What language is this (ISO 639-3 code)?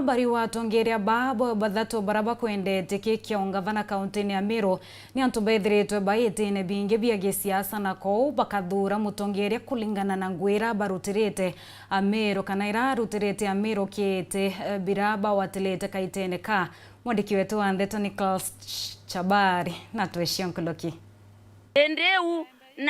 mer